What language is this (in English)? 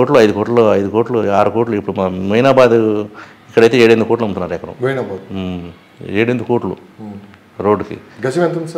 Telugu